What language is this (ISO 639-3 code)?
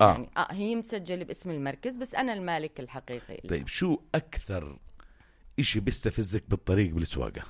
apc